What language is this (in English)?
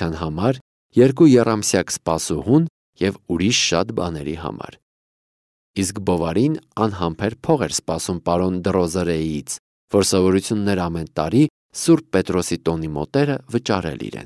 Armenian